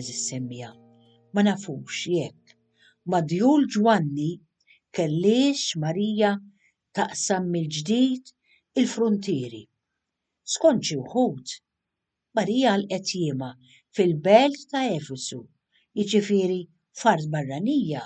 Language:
Maltese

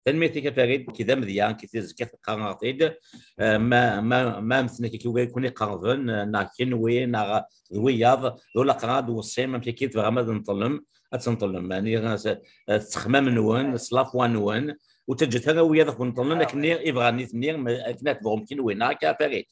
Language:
Kabyle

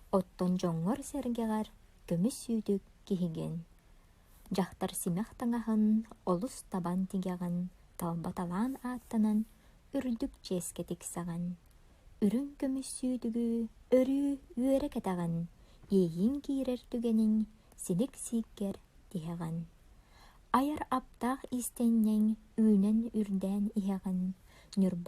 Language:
Yakut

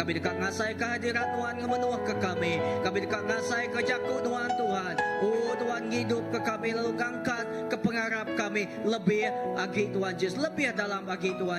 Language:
Iban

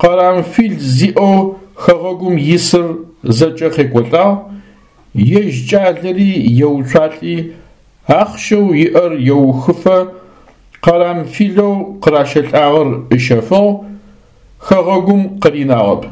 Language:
Adyghe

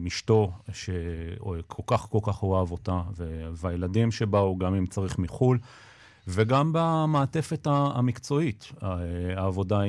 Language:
Hebrew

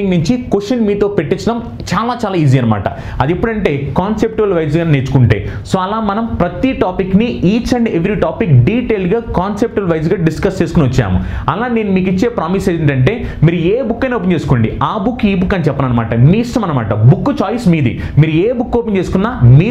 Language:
Telugu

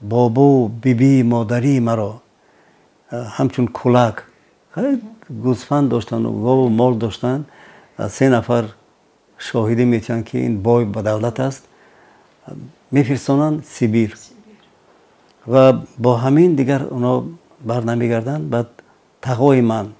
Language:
Tajik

